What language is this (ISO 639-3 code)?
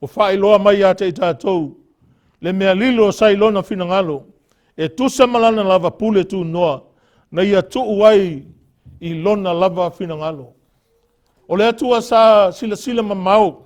smo